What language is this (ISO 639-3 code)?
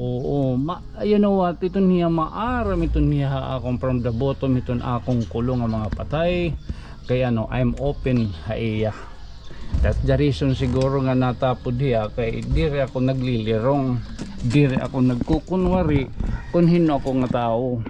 war